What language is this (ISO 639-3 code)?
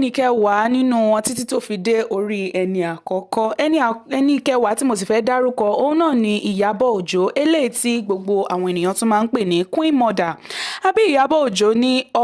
yor